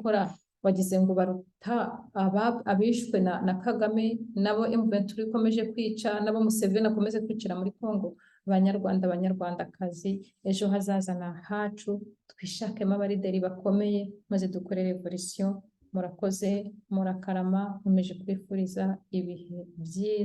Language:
Kinyarwanda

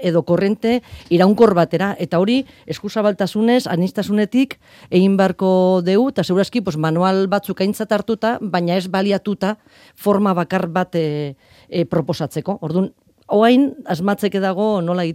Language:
Basque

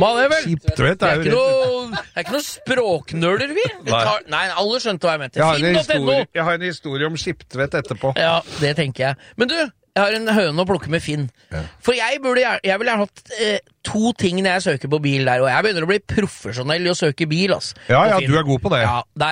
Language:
Norwegian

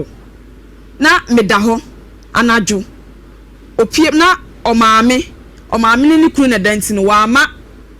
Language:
Akan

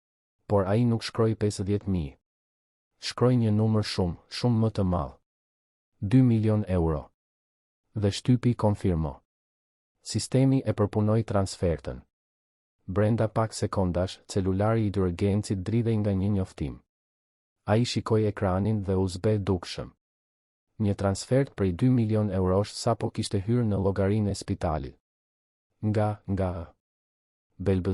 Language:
Albanian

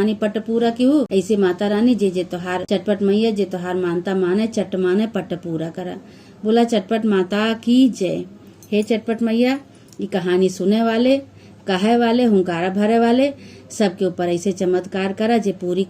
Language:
Awadhi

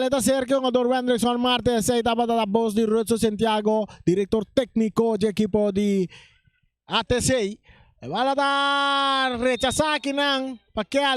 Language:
Papiamento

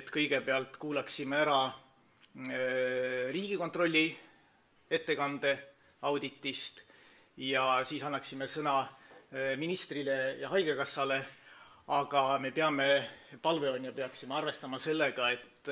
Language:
Estonian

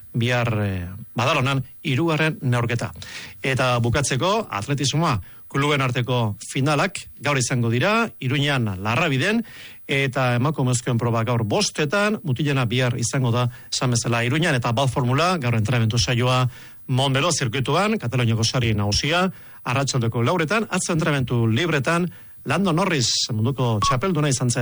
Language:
Basque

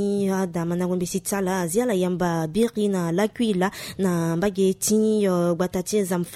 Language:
Sango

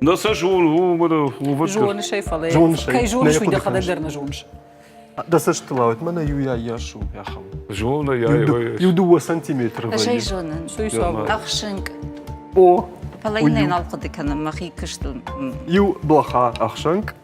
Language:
Ossetic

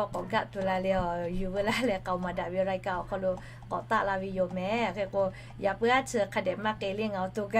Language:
Lahu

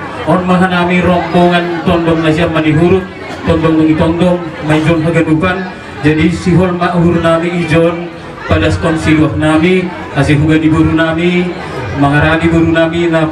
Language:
Batak Toba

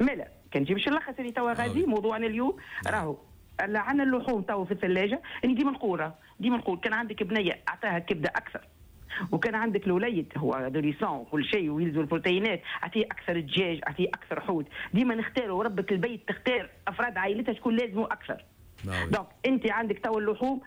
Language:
Tunisian Arabic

